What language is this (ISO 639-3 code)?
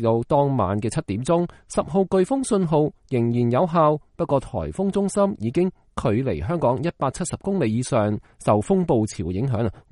yue